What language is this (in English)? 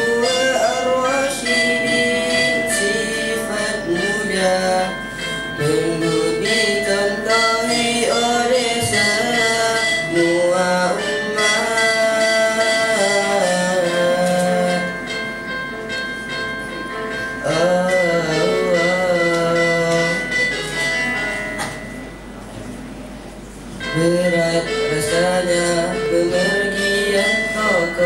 Malay